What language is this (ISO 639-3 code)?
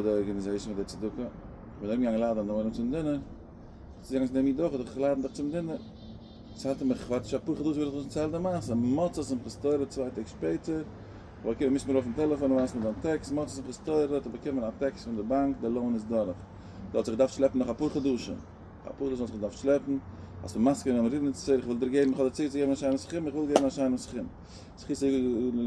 yid